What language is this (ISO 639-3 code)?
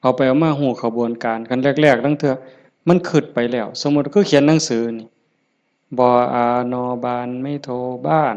tts